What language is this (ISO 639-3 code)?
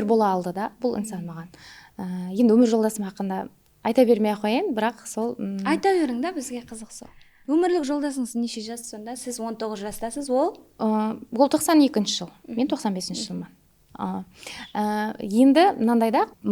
kaa